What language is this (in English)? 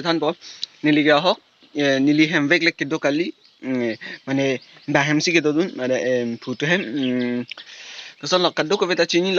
Karbi